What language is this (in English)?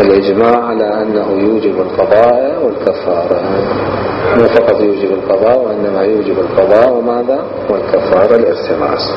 Mesopotamian Arabic